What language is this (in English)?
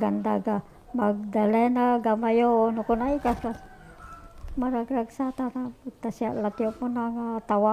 Iloko